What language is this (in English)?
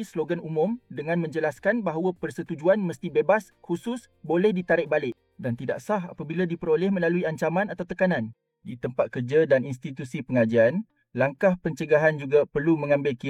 Malay